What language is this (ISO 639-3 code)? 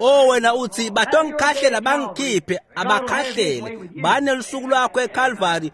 ssw